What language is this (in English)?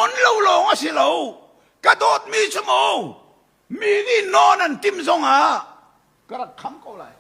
Hakha Chin